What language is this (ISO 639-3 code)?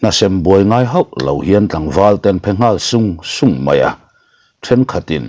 lus